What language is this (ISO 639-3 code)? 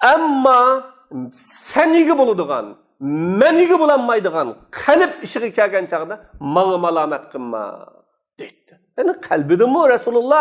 uig